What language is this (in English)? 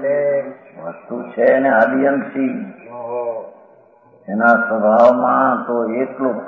Gujarati